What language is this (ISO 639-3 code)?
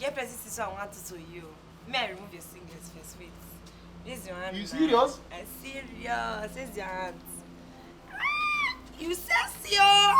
pcm